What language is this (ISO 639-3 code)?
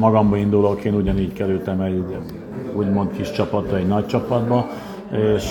hun